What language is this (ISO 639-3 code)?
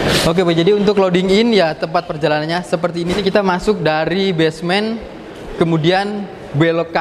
ind